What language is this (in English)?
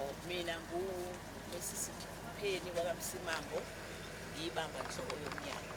Zulu